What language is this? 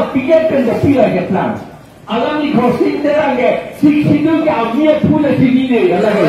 Karbi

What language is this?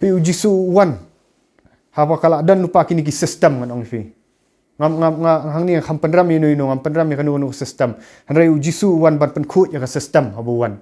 Khasi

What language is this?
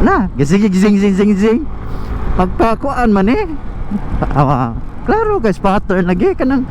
Cebuano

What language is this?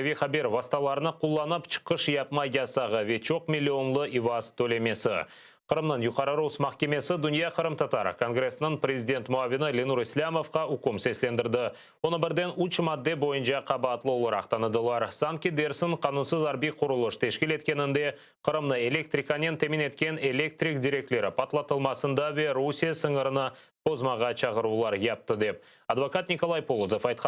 Crimean Tatar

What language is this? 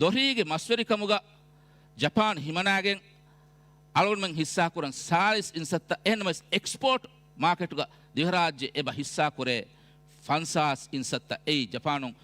Divehi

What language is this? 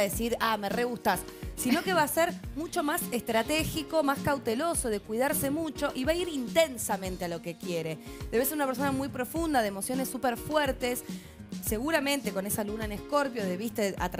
Spanish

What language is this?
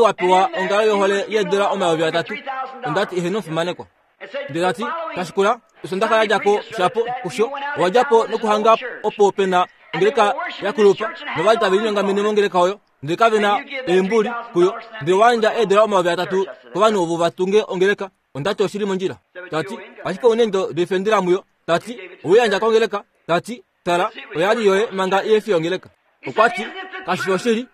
Kuanyama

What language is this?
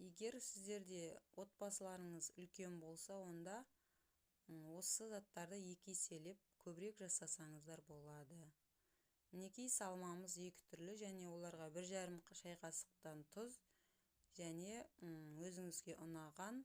Kazakh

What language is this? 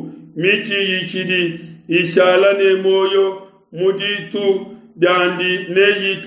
Luba-Lulua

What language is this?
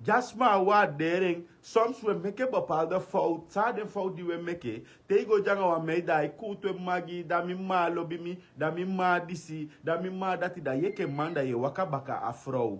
Sranan Tongo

